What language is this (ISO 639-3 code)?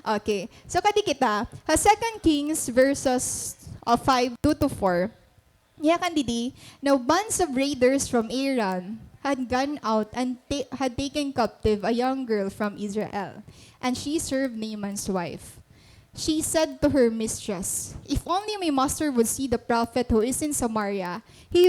war